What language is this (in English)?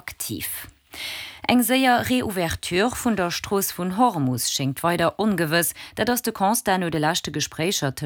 Luxembourgish